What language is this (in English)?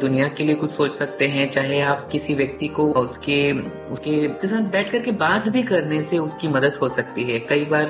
Hindi